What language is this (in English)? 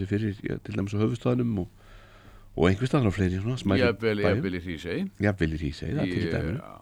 Icelandic